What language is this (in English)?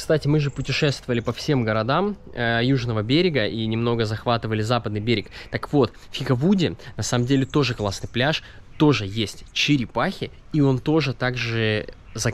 Russian